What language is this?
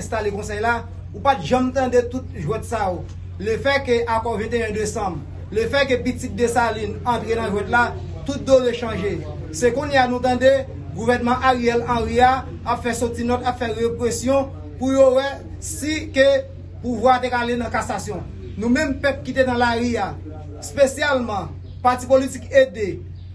Haitian Creole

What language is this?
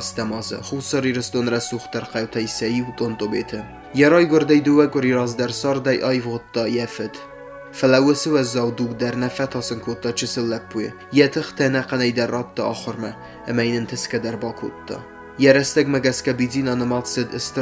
Ossetic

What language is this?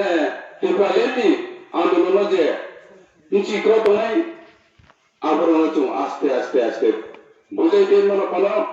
Riang (India)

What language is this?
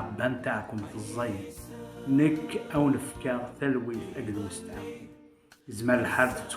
Kabyle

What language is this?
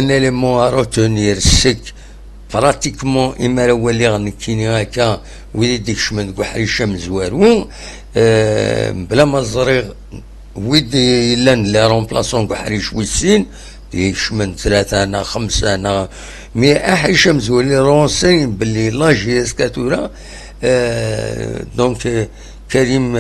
Kabyle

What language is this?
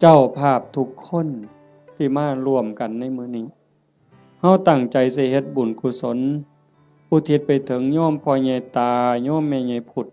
Northeastern Thai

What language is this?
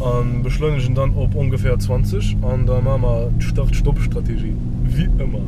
Luxembourgish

